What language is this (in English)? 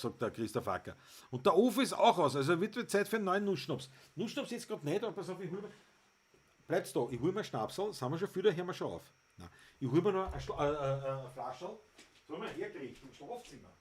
Bavarian